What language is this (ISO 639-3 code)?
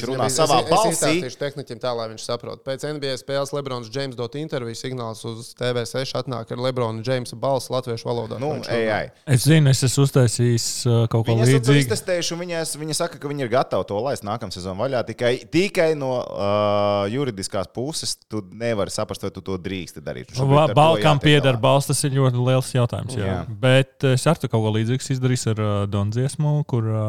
lav